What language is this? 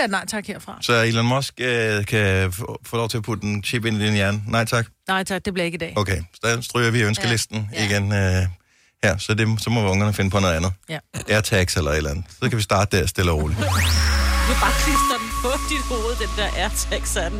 Danish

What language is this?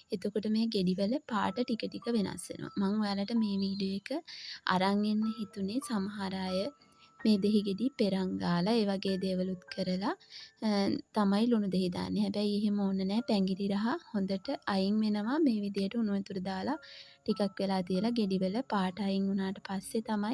Sinhala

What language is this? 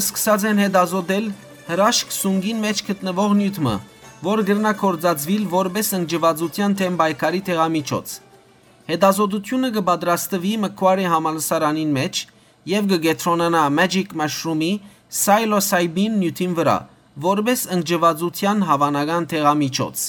Western Armenian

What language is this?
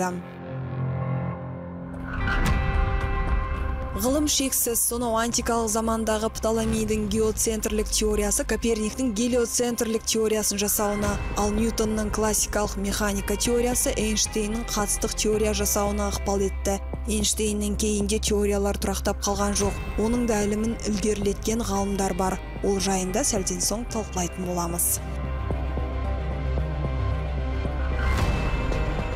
Kazakh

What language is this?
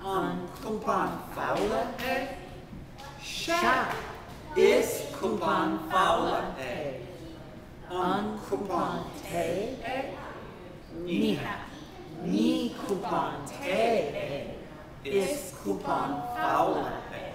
Irish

